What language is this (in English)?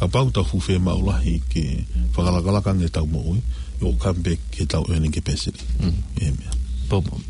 Tongan